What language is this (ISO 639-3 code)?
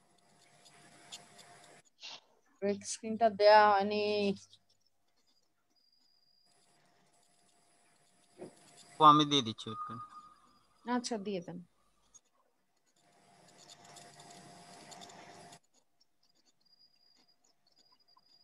ben